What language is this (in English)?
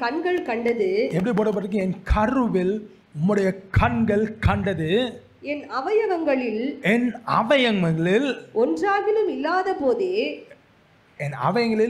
Tamil